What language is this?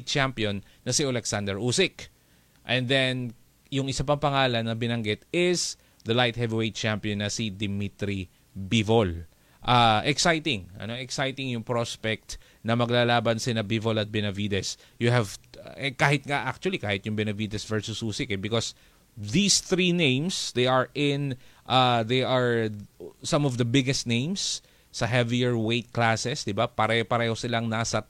Filipino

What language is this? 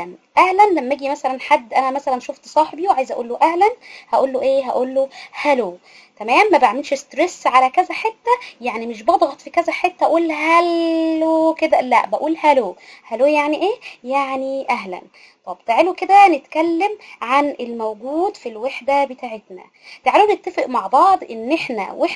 Egyptian Arabic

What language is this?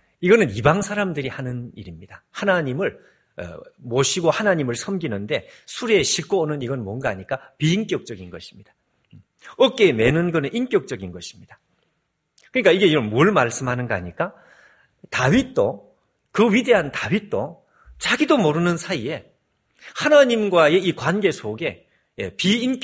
Korean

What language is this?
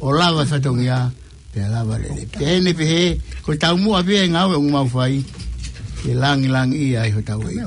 Tongan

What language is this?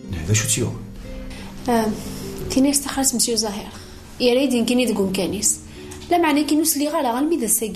Kabyle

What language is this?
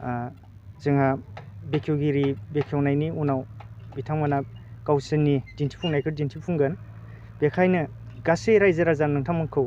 Bodo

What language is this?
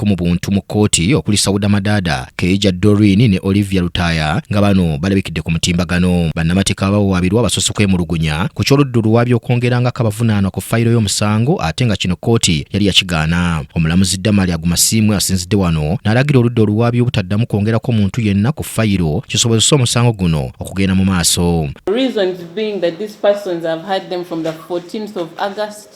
Ganda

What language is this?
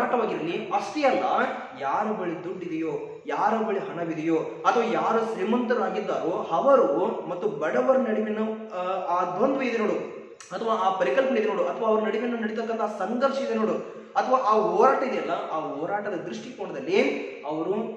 Kannada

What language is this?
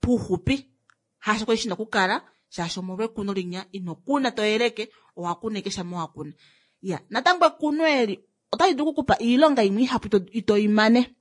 Kuanyama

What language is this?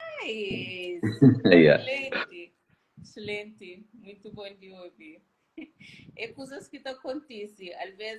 Kabuverdianu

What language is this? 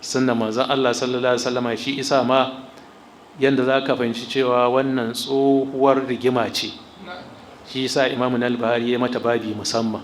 Hausa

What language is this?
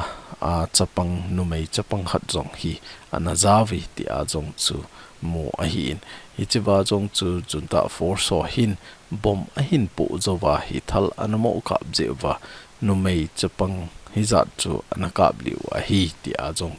Thado Chin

